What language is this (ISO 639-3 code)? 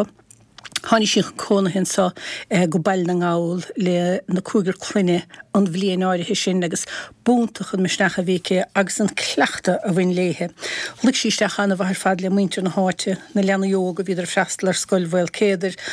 gle